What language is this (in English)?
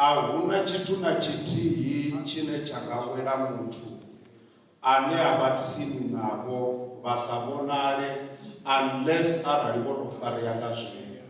Venda